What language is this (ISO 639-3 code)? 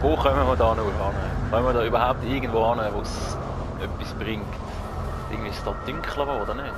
gsw